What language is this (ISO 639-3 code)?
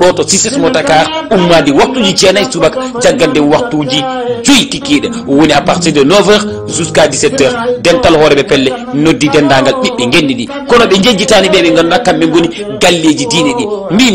ful